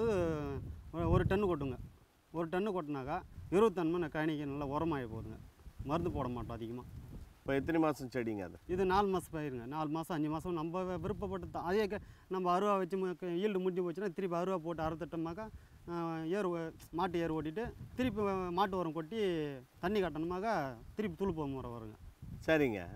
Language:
Tamil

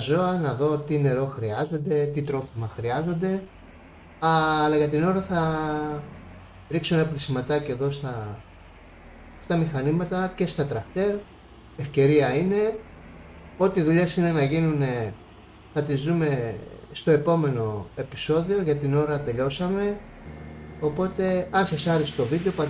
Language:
Greek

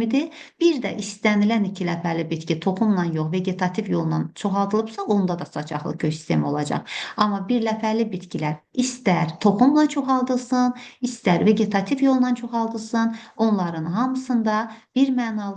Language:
Azerbaijani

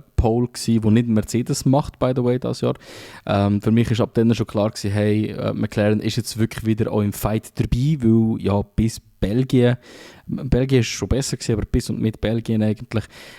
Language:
Swiss German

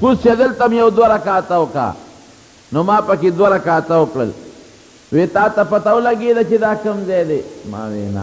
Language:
Pashto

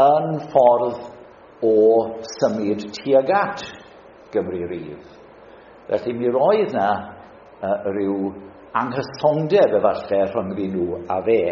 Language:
Welsh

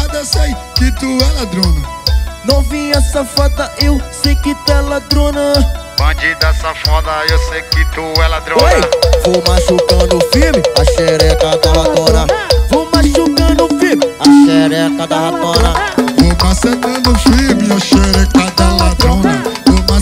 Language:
Portuguese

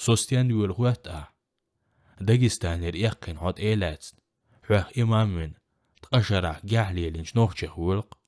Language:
Chechen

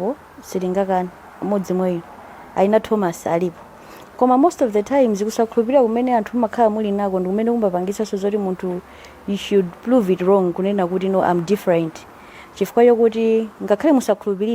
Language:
Nyanja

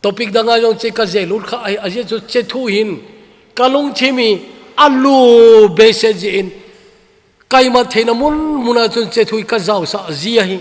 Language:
Thado Chin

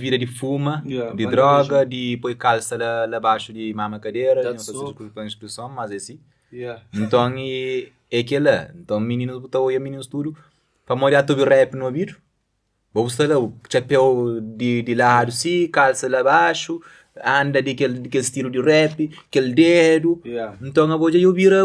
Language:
Kabuverdianu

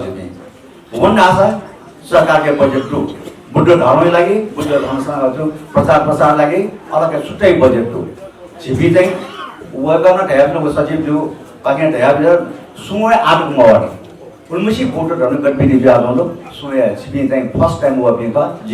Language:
Newari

